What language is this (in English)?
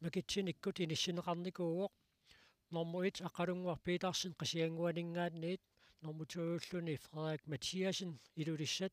Kalaallisut